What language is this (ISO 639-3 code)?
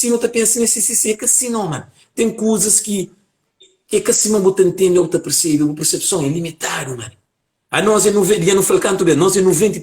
kea